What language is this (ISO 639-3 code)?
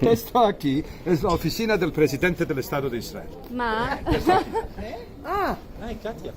lad